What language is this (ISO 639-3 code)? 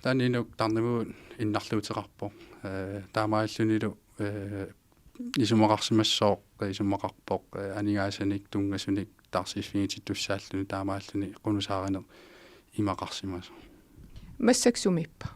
kal